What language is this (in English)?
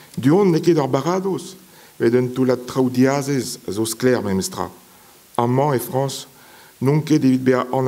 Breton